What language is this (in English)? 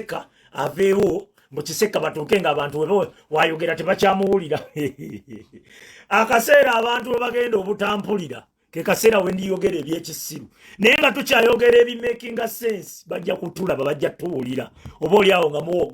Ganda